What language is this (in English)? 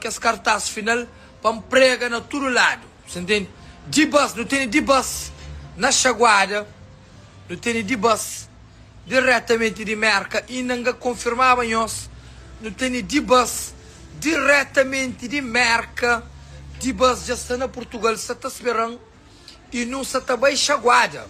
Kabuverdianu